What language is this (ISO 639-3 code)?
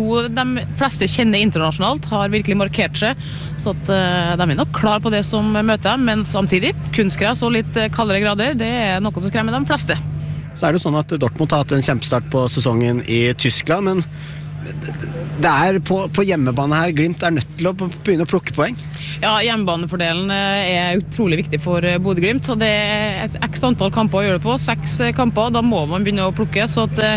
nor